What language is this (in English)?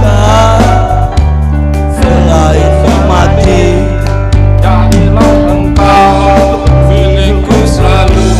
Musi